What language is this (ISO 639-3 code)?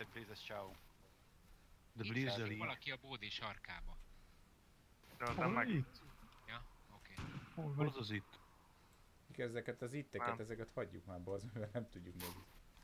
hun